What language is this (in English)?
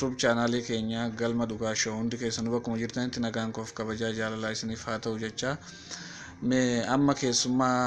Oromo